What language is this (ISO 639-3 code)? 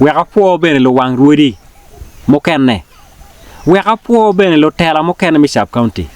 ach